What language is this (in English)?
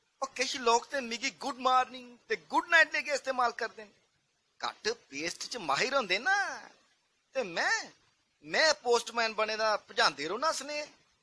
Dogri